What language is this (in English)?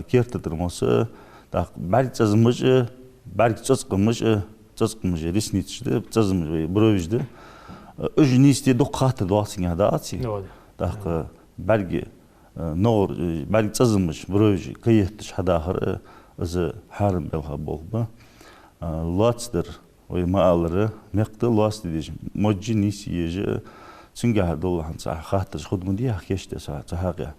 Ingush